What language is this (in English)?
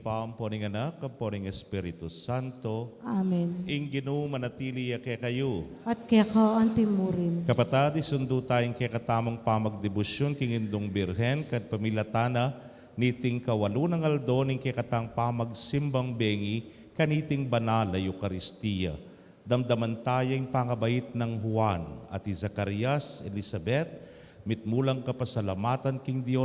Pampanga